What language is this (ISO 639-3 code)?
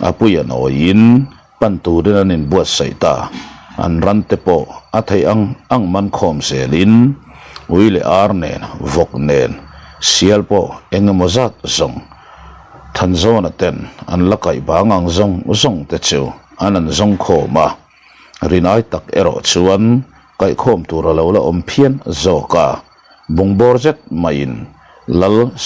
lus